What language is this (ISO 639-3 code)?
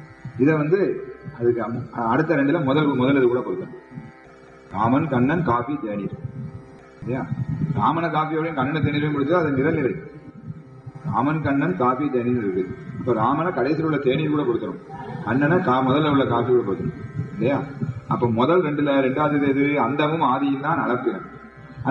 tam